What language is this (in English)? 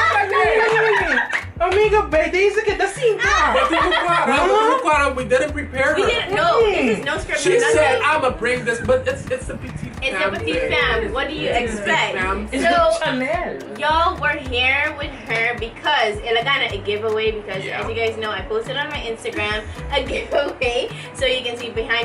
Papiamento